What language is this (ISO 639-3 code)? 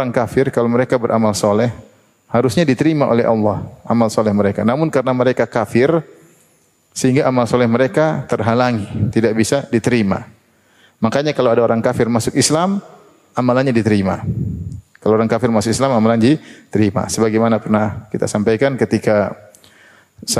ind